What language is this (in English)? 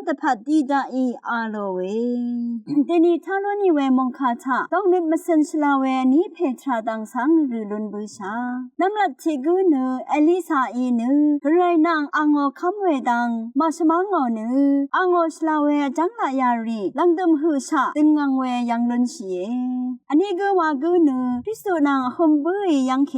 Rawang